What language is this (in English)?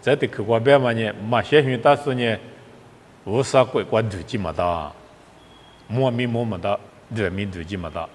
Lisu